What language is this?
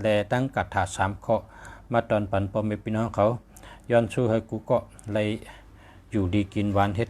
Shan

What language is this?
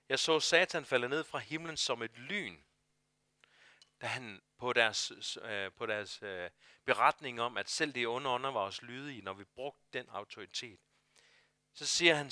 Danish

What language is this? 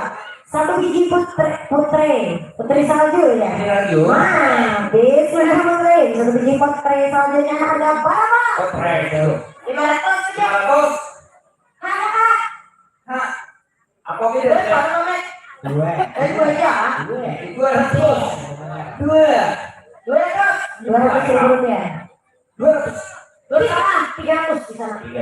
Banjar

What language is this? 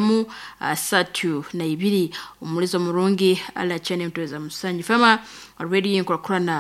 Nyoro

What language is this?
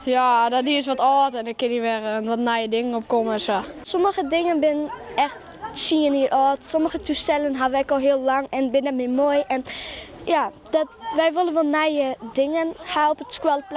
Western Frisian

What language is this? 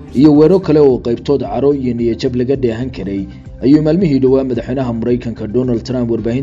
Somali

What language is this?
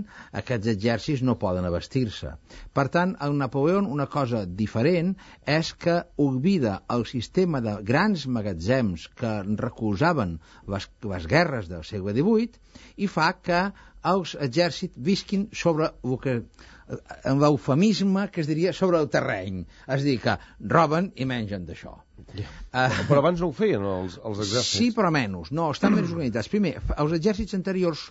Catalan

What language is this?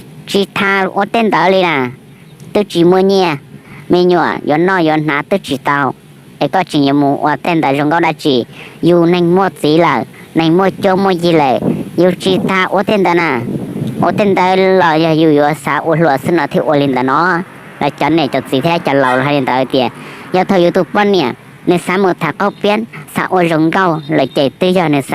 Hmong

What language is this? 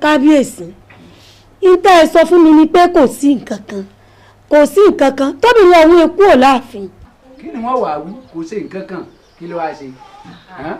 Yoruba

